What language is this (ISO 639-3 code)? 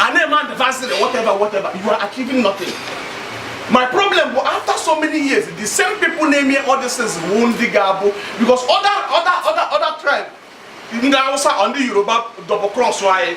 ibo